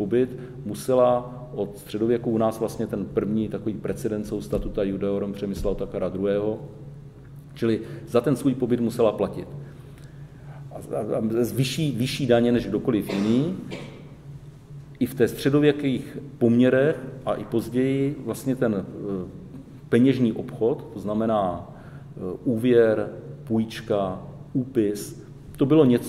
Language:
Czech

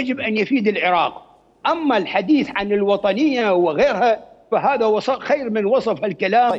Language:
Mesopotamian Arabic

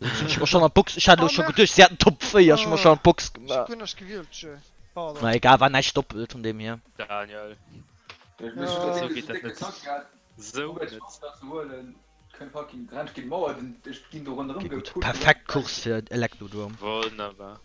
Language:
Luxembourgish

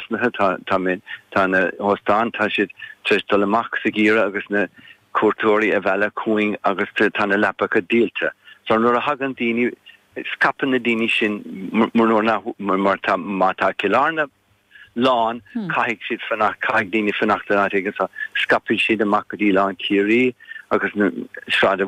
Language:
Irish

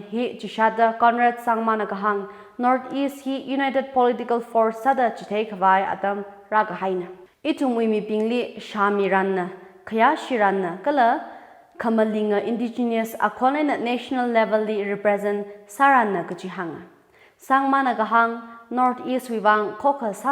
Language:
Tangkhul Naga (India)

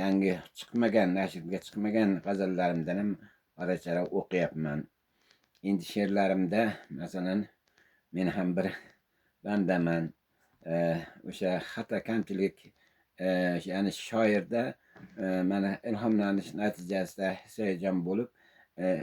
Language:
Uzbek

